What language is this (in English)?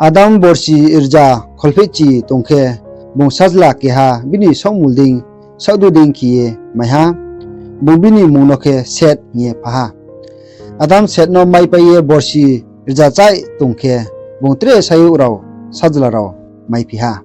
Riang (India)